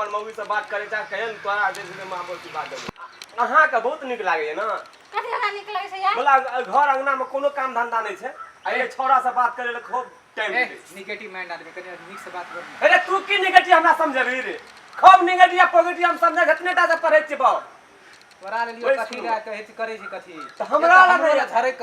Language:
Maithili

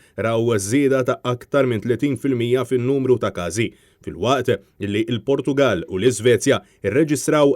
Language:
Maltese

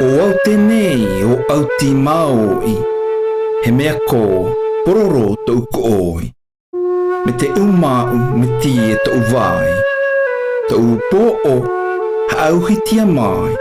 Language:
South Marquesan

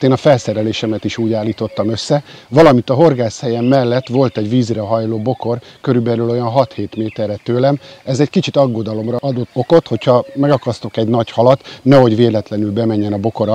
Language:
Hungarian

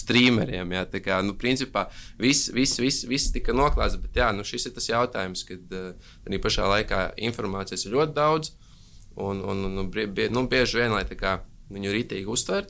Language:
Latvian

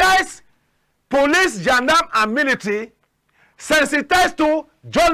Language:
Cameroon Pidgin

